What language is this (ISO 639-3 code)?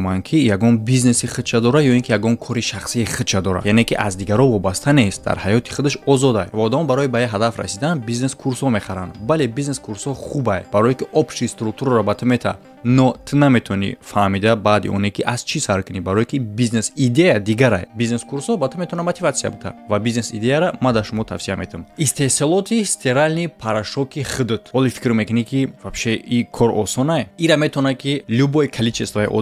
tgk